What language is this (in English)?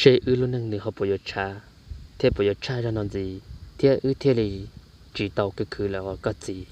Hmong